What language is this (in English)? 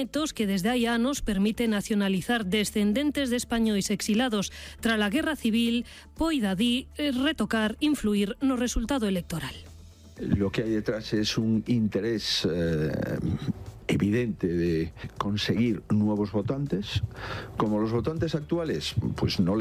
Galician